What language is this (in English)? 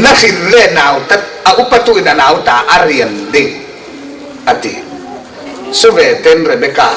Falam Chin